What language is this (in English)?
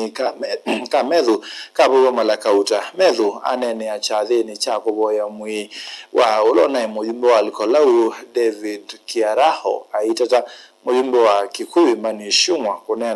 Kamba